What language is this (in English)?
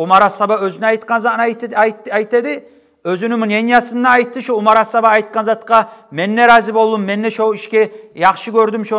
Kumyk